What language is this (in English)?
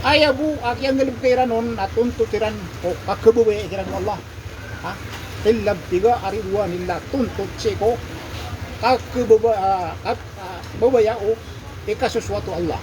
Maranao